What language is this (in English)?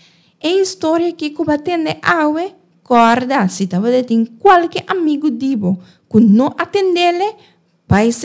Papiamento